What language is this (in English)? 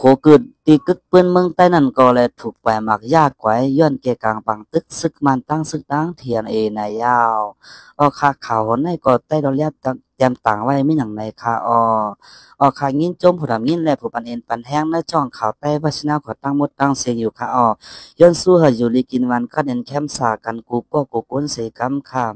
Shan